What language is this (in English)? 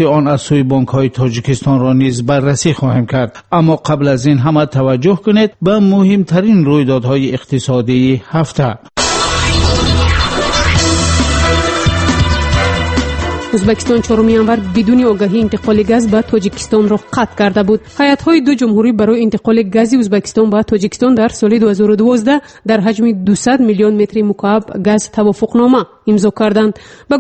Persian